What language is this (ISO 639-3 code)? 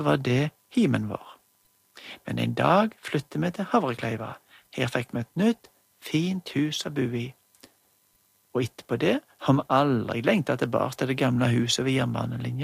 nor